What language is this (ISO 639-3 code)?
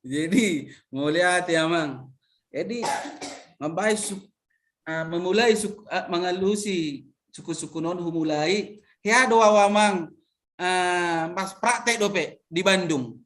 bbc